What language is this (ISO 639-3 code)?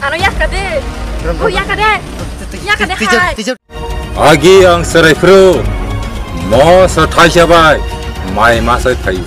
trp